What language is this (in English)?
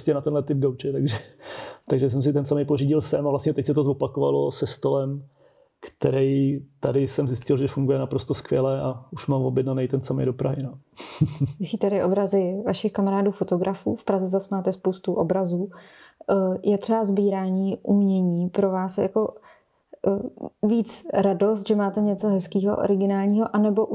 Czech